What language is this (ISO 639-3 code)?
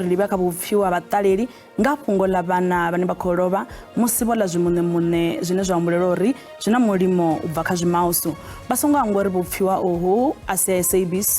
ven